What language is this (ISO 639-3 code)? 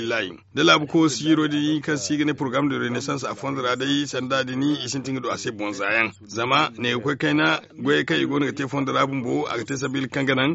dje